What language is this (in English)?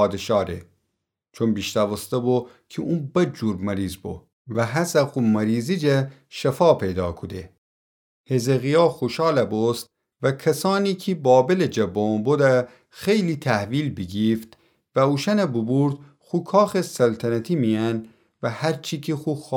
Gilaki